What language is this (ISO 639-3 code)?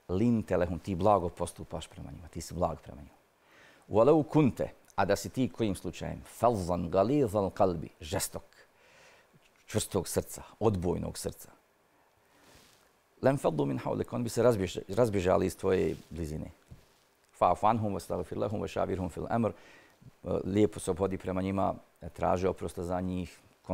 bos